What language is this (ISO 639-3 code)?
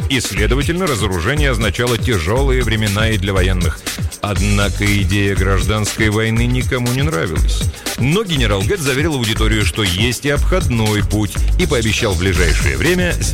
rus